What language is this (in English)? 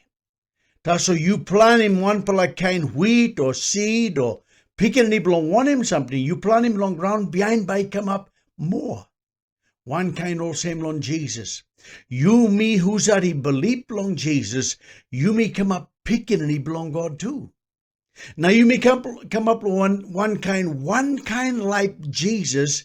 Tok Pisin